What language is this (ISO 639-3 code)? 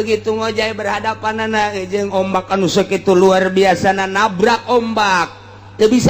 sun